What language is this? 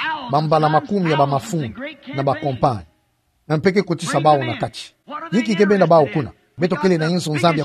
Kituba (Democratic Republic of Congo)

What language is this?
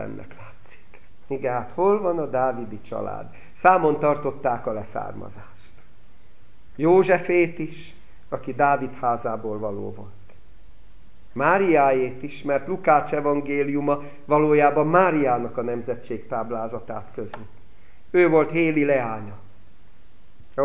Hungarian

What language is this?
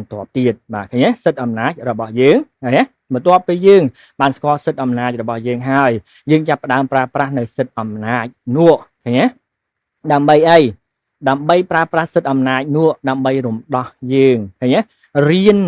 Khmer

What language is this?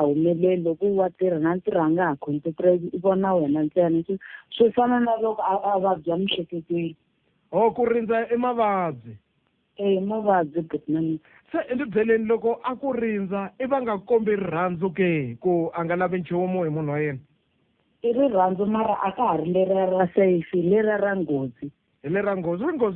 Tsonga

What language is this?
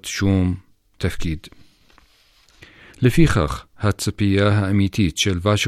Hebrew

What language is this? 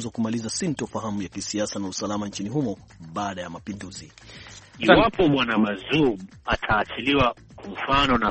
Swahili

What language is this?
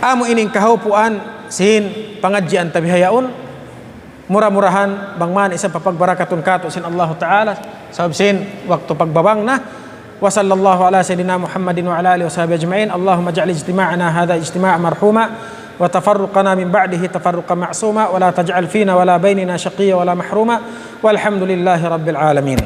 Tausug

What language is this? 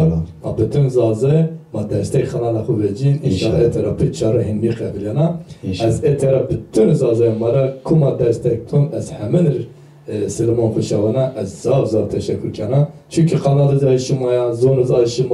Zaza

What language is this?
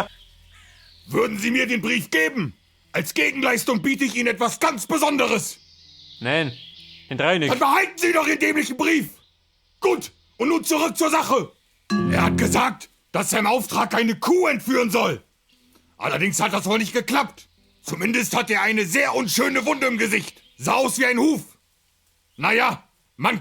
Bavarian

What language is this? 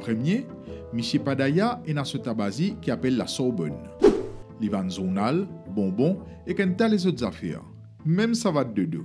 Morisyen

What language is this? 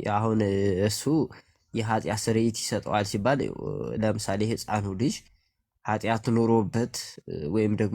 Amharic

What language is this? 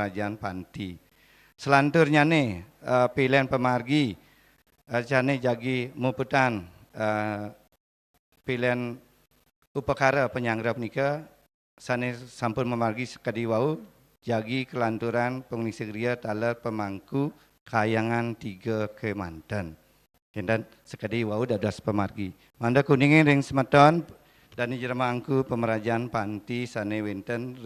Balinese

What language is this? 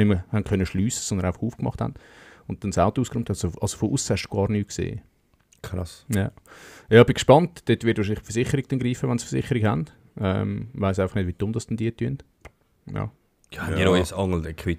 Swiss German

